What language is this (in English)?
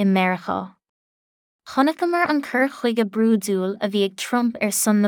Irish